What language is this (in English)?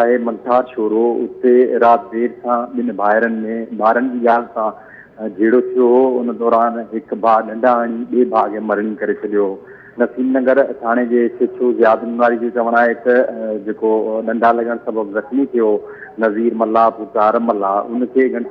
Sindhi